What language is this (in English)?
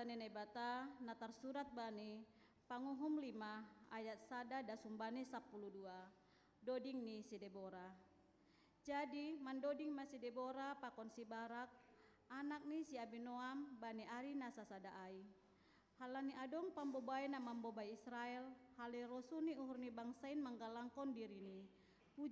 Batak Simalungun